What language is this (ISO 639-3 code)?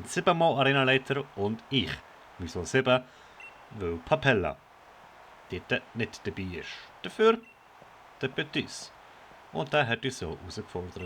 gsw